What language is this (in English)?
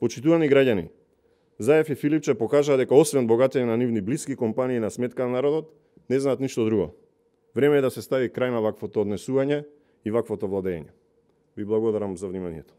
Macedonian